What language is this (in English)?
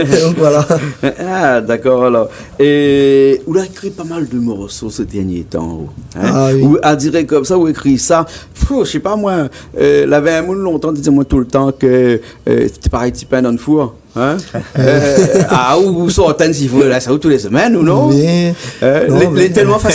Réunion Creole French